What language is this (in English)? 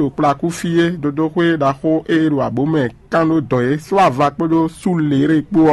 Fon